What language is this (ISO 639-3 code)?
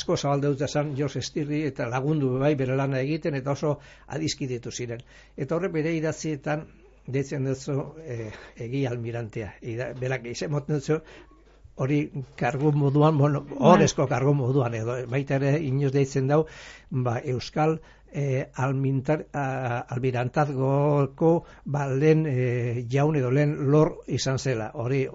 eus